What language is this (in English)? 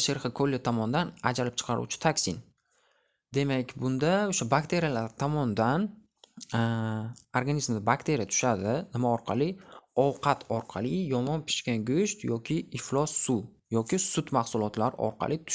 Uzbek